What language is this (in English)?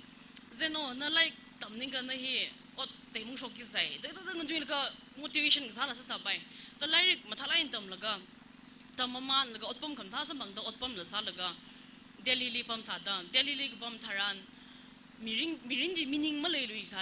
Tangkhul Naga (India)